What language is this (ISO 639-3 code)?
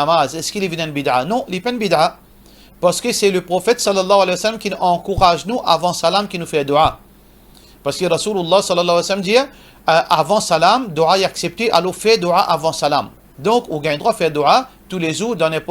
mfe